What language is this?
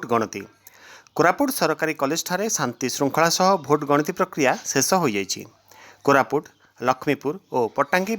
Odia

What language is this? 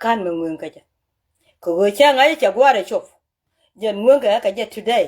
Nuer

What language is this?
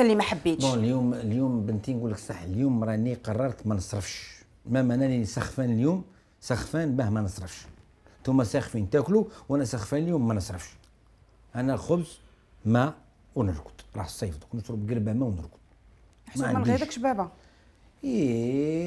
Algerian Arabic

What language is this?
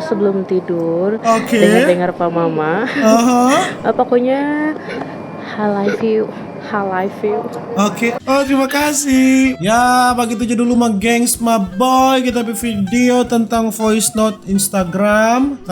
Manado Malay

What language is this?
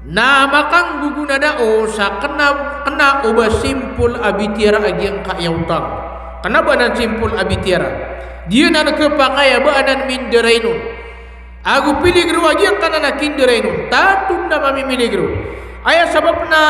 Maranao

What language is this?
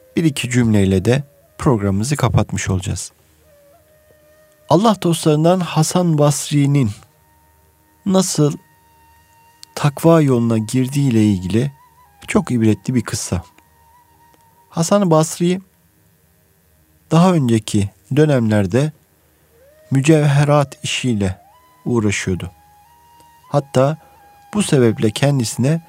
Turkish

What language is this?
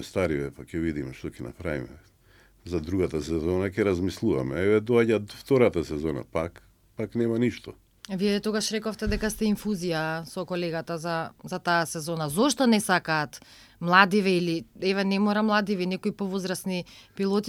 Macedonian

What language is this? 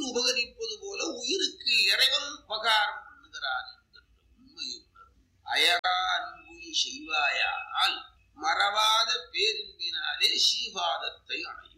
Tamil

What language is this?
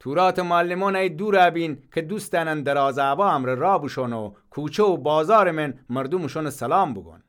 Gilaki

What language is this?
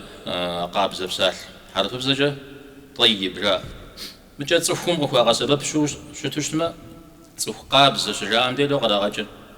Kabardian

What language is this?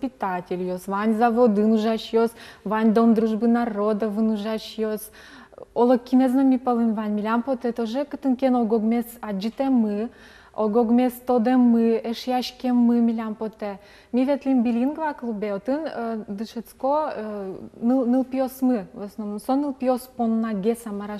Udmurt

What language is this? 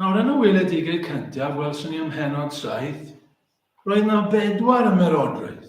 Welsh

